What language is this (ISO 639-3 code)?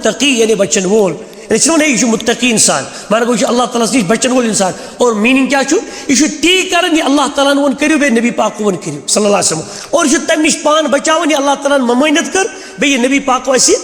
kas